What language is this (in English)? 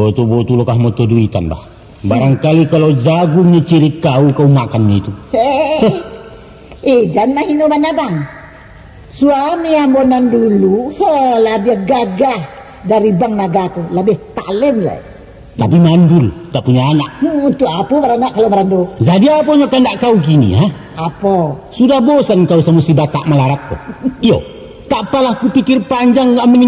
Minangkabau